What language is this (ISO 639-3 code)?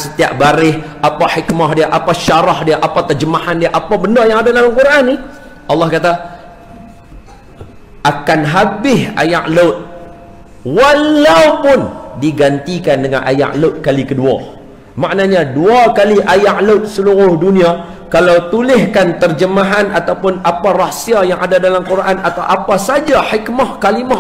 msa